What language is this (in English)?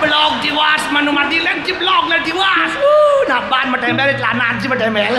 Balinese